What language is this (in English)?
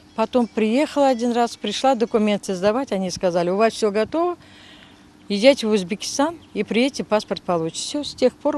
Crimean Tatar